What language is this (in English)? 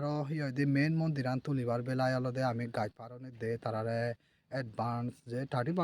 Chakma